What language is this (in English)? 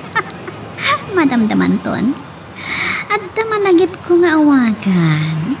Iloko